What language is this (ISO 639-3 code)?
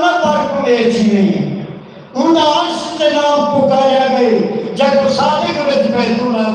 skr